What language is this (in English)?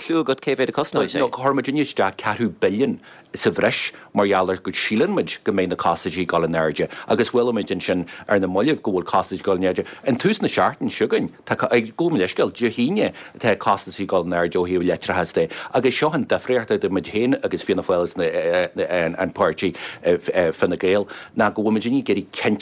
Irish